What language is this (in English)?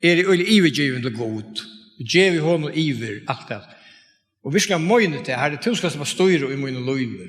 Faroese